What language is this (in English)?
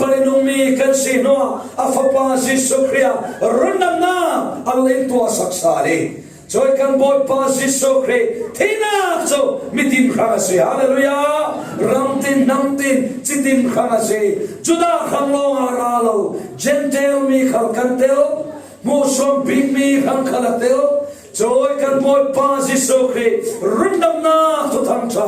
Falam Chin